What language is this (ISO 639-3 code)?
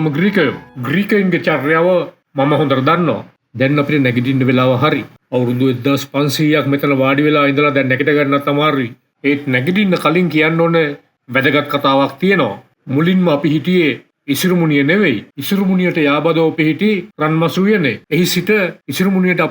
sin